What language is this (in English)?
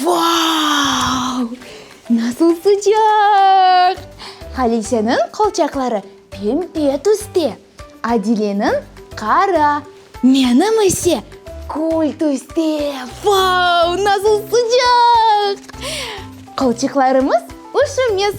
Crimean Tatar